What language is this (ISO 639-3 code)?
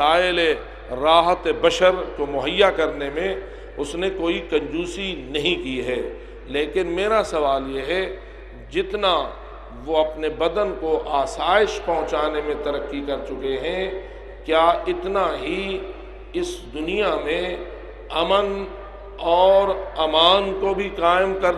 urd